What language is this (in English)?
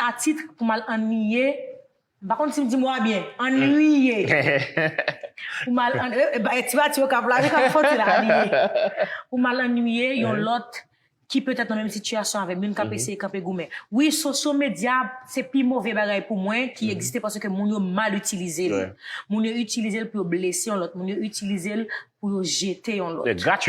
Haitian Creole